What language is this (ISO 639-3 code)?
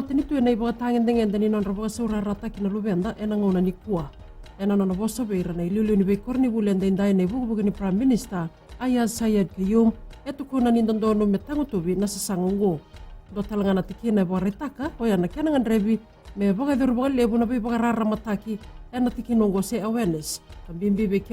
fij